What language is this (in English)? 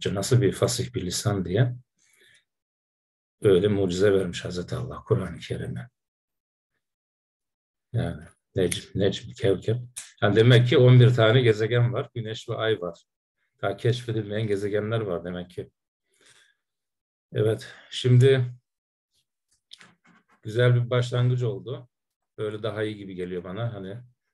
Turkish